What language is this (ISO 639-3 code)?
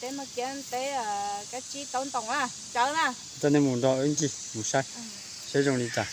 hmn